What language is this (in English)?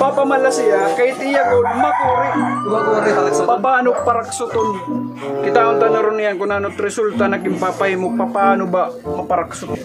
Waray